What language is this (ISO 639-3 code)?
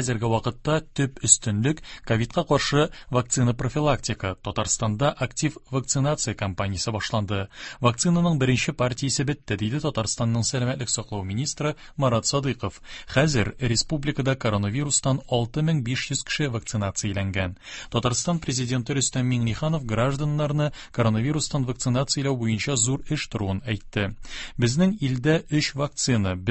tat